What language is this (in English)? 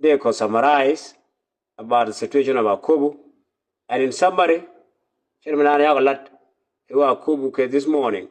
Nuer